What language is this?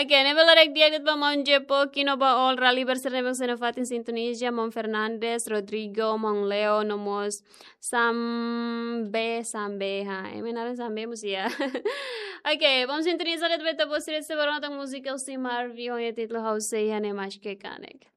Tetum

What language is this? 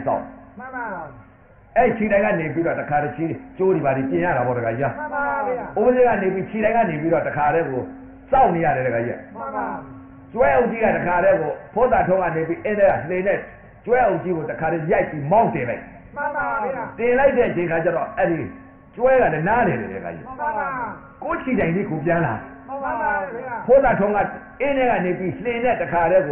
Burmese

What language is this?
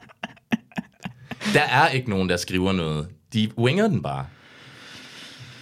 Danish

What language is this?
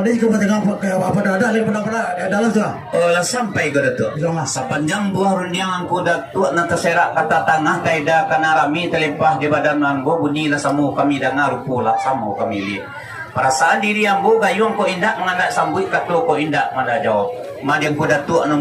Minangkabau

